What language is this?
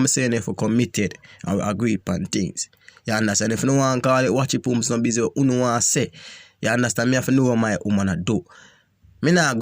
Jamaican Creole English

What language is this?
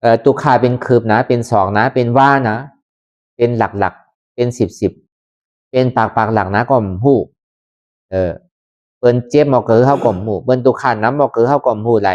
Lü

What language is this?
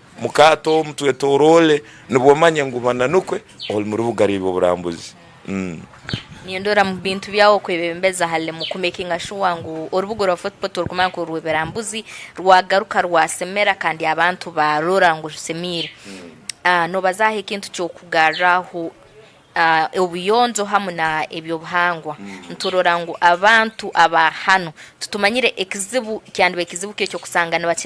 Tooro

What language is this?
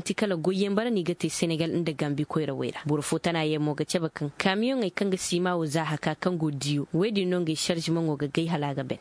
Koyraboro Senni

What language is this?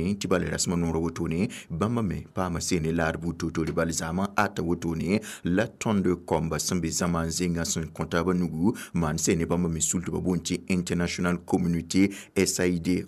Mossi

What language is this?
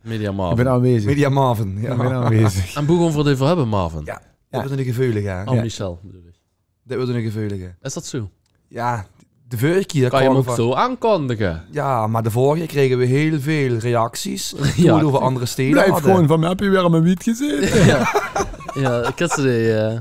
Limburgish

